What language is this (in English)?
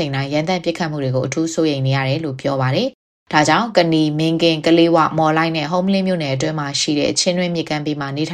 Burmese